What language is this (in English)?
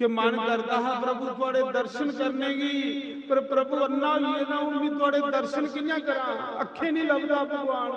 Dogri